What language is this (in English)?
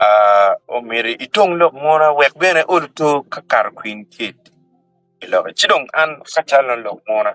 Acoli